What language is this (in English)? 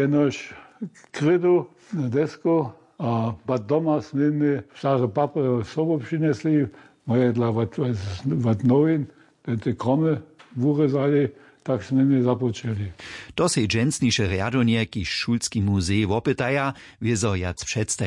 Upper Sorbian